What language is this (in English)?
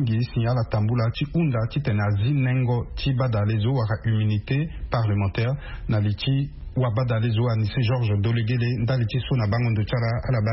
Sango